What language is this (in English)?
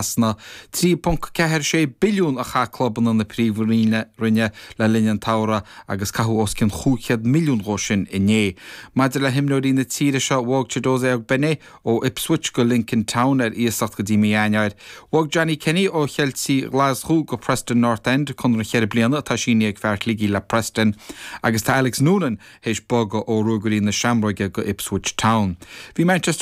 Irish